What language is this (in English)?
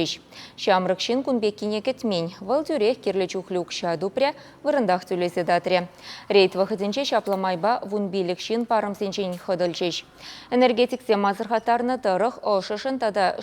Chuvash